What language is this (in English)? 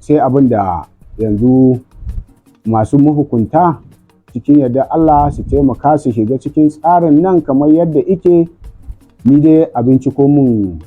Hausa